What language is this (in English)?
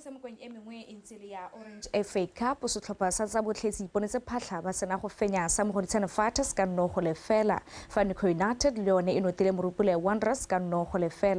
Tswana